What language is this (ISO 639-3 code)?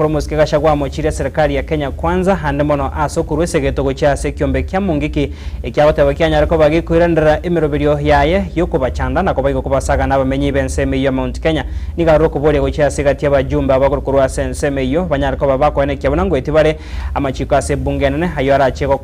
guz